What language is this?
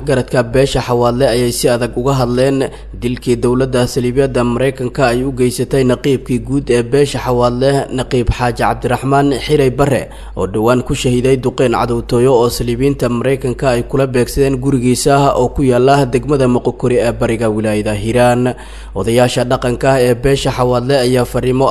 Somali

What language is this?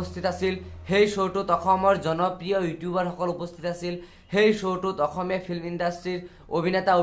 Assamese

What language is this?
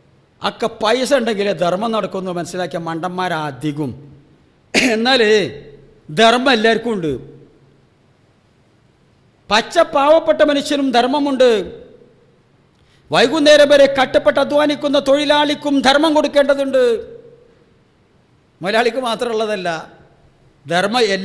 Malayalam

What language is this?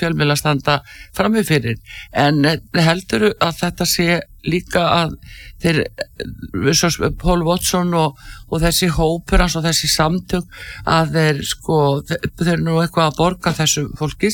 Icelandic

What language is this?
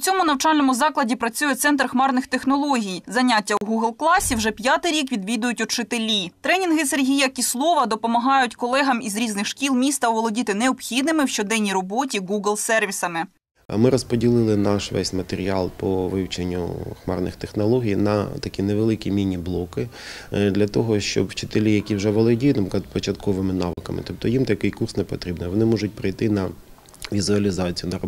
Ukrainian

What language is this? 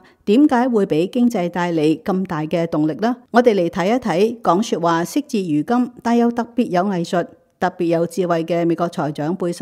Cantonese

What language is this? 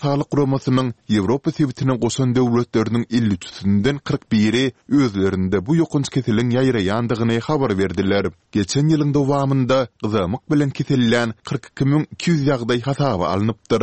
Turkmen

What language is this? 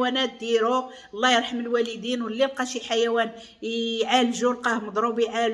Moroccan Arabic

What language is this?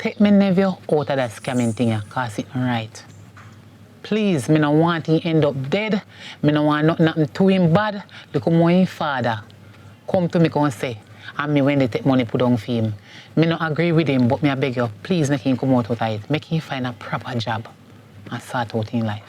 Jamaican Creole English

